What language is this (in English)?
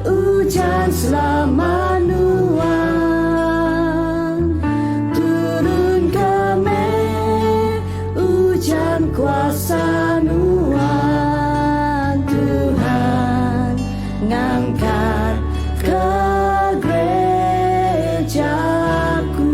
Iban